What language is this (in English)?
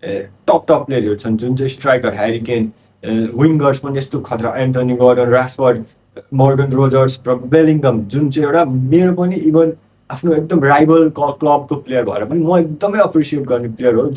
Nepali